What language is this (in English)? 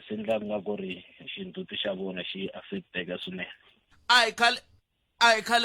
Tsonga